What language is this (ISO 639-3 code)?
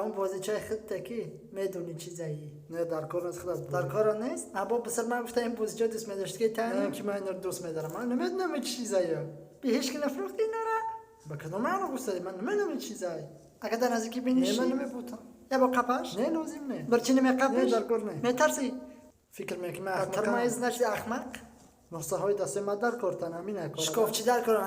tgk